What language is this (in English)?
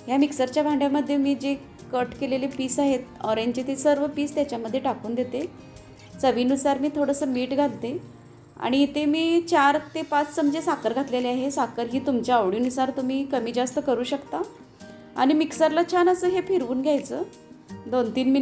Marathi